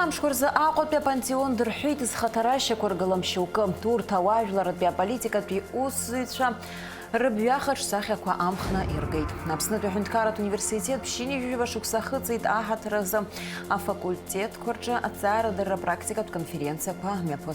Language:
Abkhazian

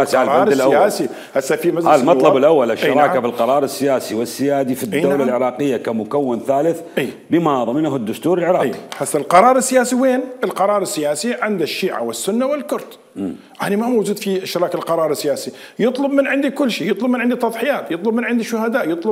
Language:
Mesopotamian Arabic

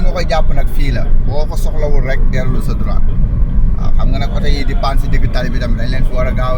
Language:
Wolof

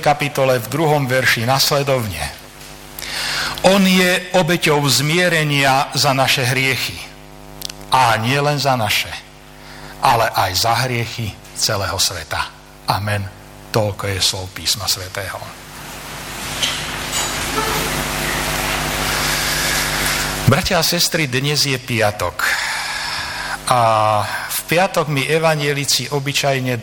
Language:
Slovak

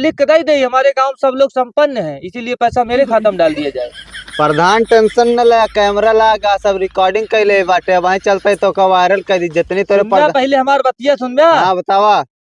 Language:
Awadhi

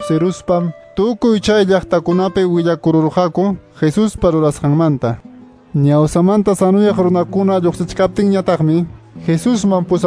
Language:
Quechua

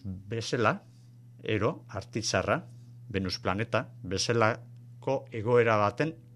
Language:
Basque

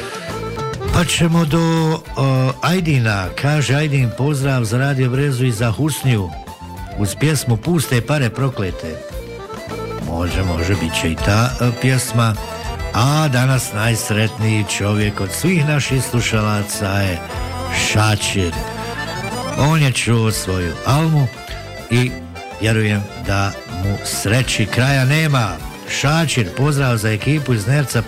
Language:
Bosnian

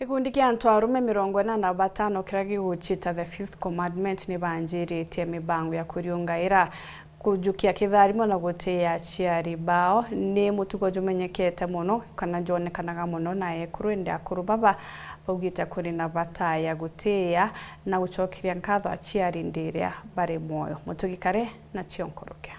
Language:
Meru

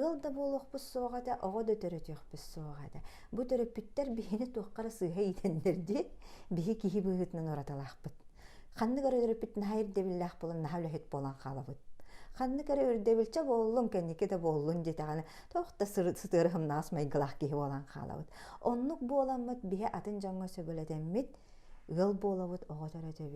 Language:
Yakut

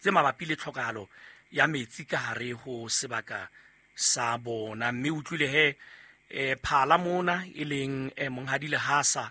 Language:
Southern Sotho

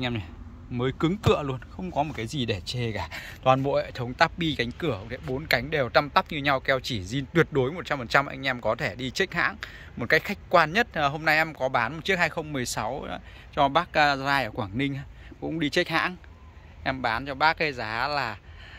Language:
Vietnamese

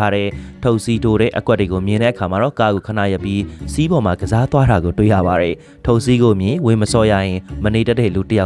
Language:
Burmese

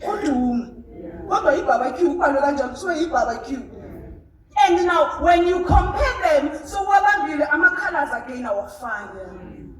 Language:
Zulu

